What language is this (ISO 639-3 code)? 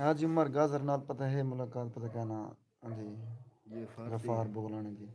skr